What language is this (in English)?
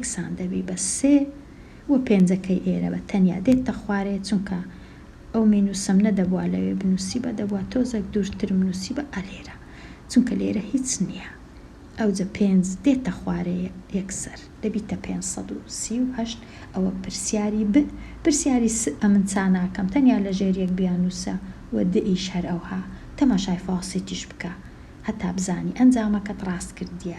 Central Kurdish